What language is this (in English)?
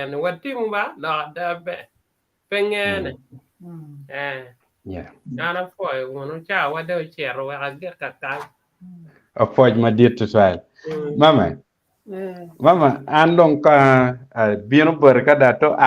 Acoli